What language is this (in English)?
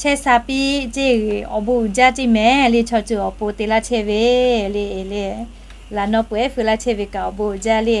Lahu